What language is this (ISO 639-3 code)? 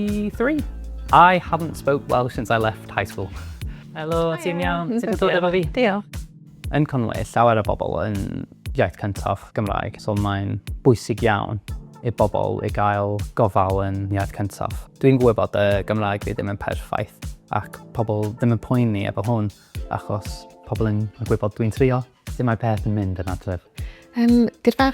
cym